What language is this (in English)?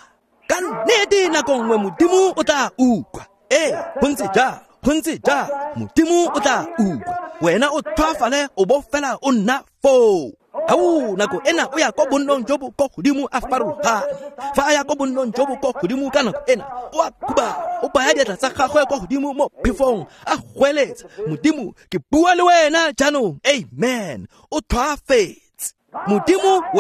Tswana